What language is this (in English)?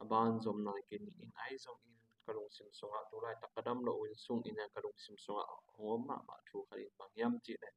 Tedim Chin